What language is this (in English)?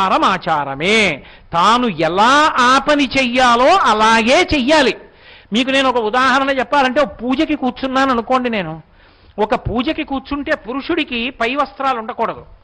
Telugu